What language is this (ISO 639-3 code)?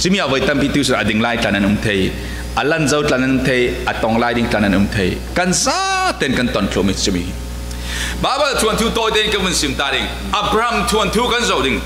cfm